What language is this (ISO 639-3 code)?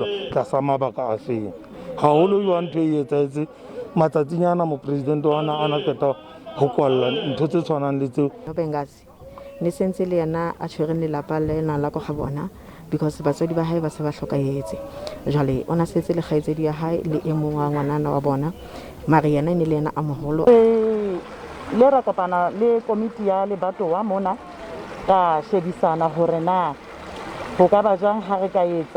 sot